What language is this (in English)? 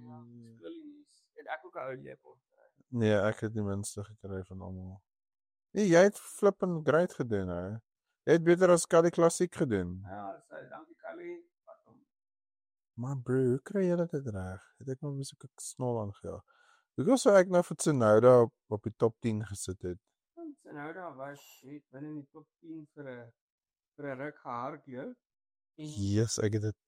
Afrikaans